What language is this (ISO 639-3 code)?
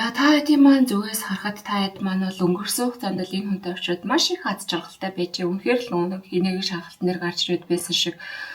mon